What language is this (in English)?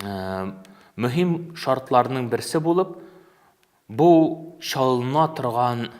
Tatar